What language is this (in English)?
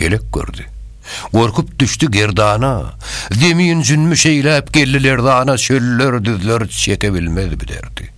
Turkmen